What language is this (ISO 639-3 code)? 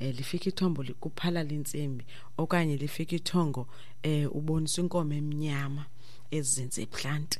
xho